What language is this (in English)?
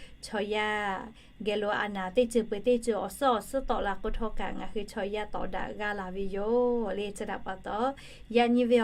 Lahu